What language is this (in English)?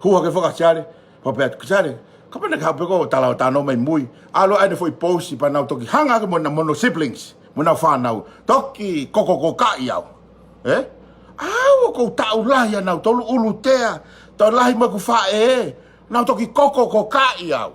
Tongan